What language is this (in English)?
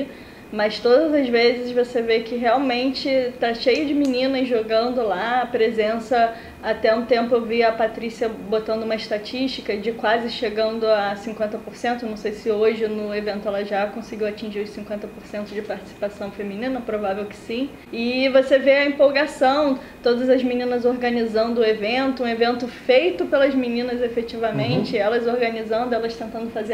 Portuguese